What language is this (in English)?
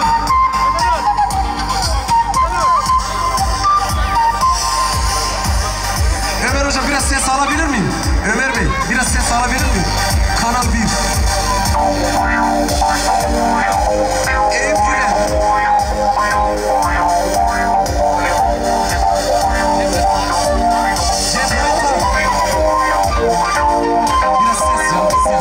Turkish